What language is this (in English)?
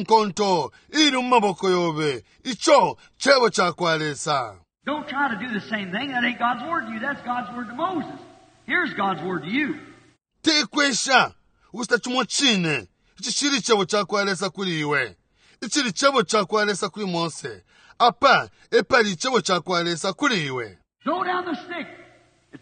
Bemba